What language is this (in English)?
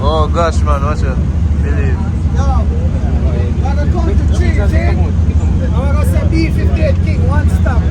Jamaican Creole English